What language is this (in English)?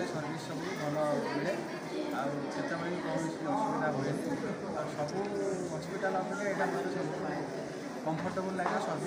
Odia